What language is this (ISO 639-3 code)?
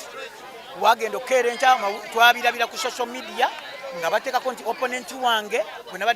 lug